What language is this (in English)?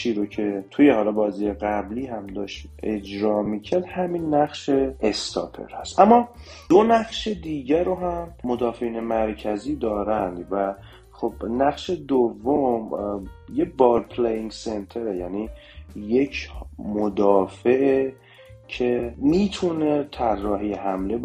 Persian